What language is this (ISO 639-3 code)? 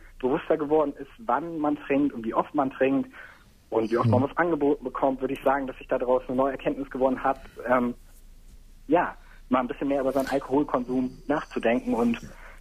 deu